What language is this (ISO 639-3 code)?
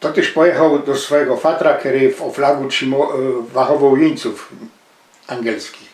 szl